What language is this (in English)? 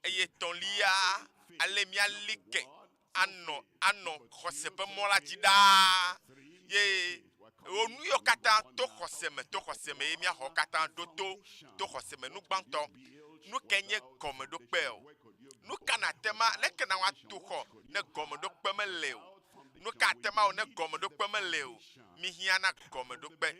Ewe